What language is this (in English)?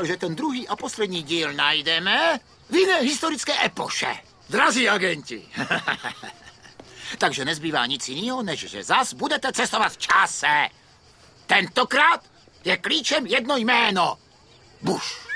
Czech